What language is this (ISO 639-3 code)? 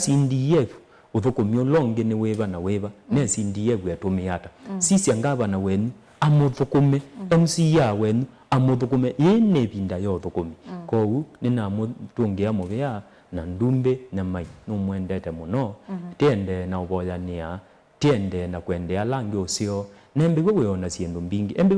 kam